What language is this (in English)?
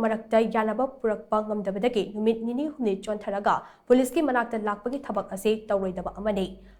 Manipuri